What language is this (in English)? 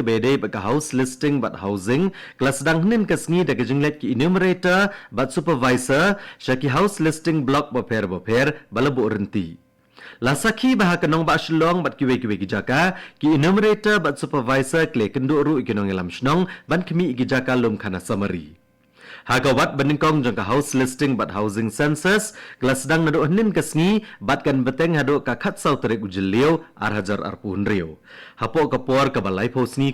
Khasi